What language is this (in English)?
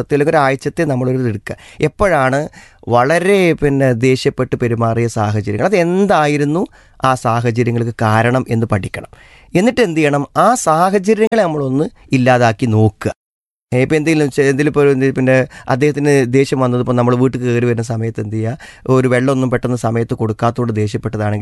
Malayalam